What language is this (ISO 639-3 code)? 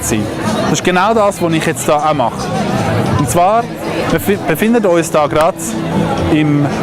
gsw